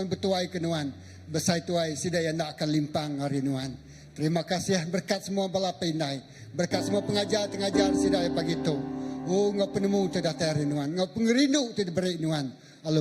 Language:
Iban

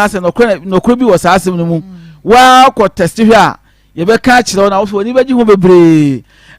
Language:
Akan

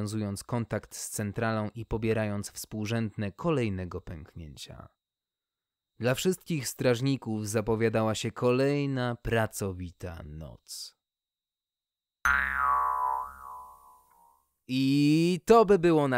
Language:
Polish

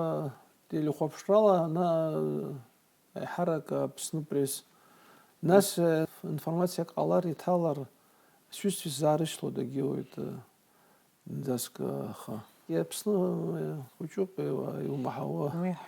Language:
Abkhazian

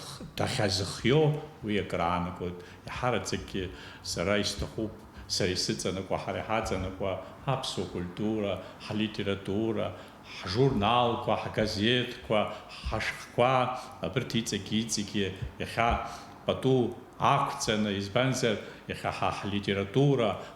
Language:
Abkhazian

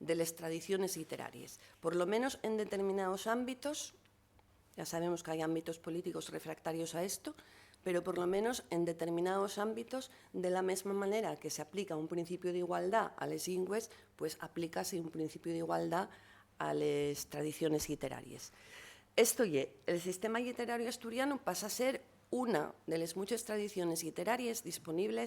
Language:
Asturian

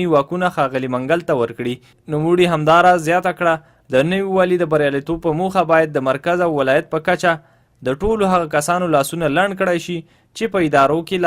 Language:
Pashto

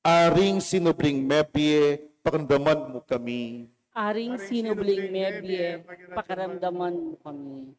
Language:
Pampanga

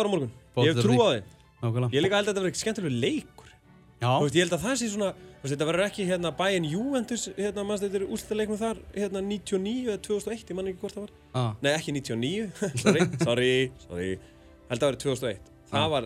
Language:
Icelandic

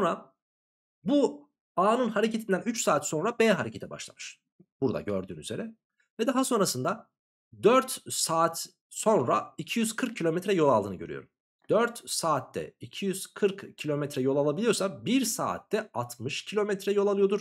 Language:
Turkish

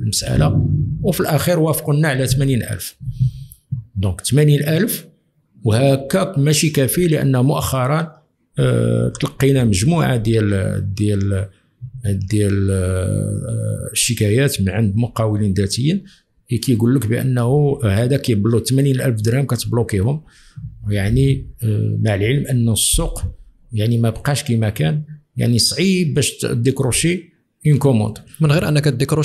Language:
Moroccan Arabic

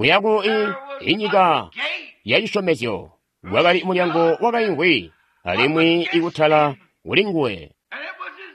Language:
Tonga (Zambia)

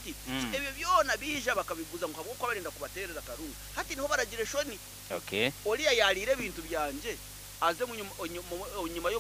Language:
Nyankole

